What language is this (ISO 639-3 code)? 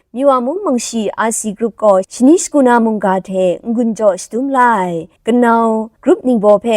kac